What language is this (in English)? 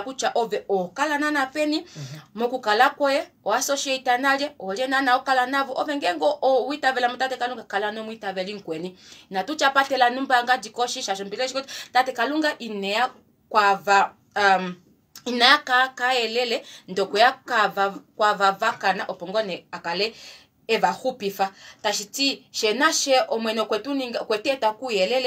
Kuanyama